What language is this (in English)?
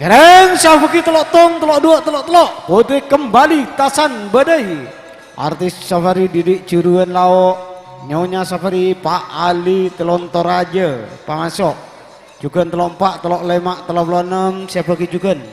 Madurese